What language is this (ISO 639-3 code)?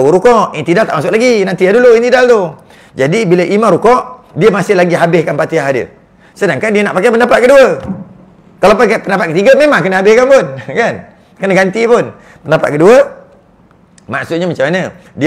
msa